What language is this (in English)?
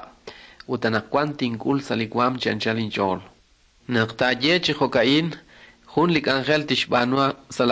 Kekchí